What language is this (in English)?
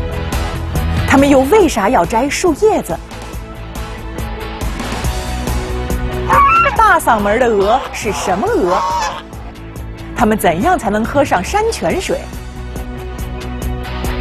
Chinese